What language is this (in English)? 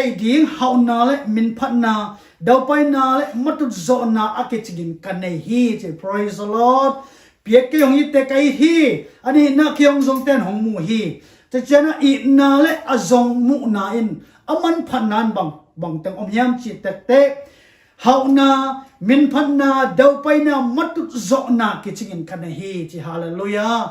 Tedim Chin